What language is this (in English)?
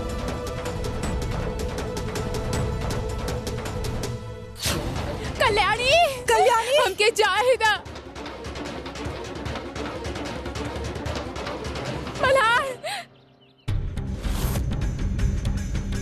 Bhojpuri